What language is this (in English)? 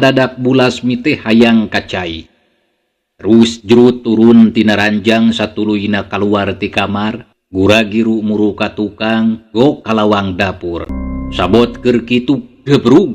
Sundanese